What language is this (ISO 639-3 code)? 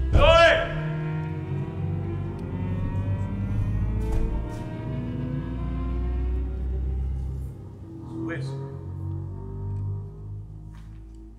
spa